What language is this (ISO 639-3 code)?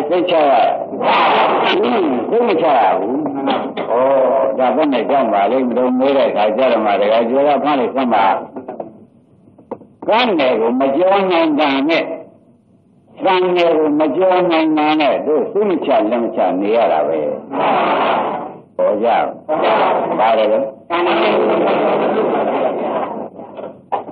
mya